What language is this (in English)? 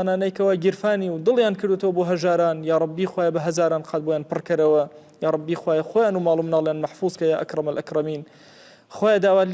Central Kurdish